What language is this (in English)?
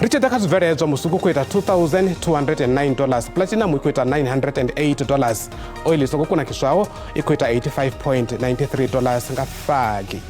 Venda